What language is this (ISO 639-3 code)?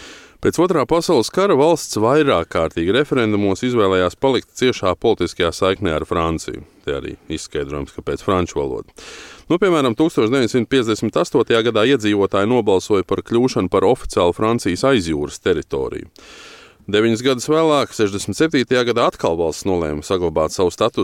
lav